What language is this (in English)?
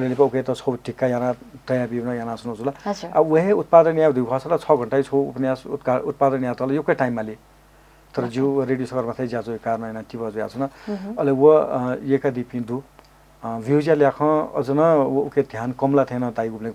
Newari